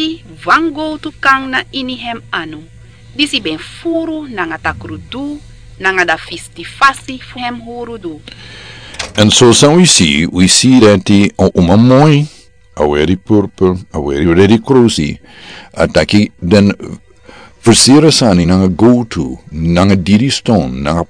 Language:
Sranan Tongo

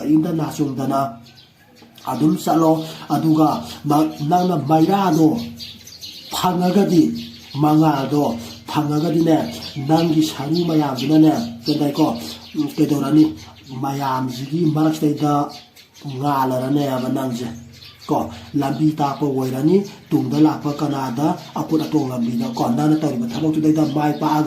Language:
Manipuri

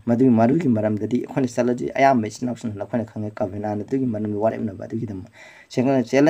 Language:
Manipuri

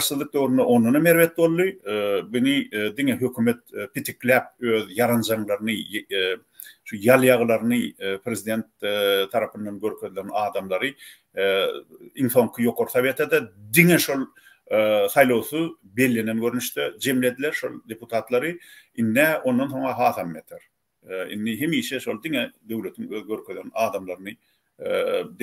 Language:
Turkmen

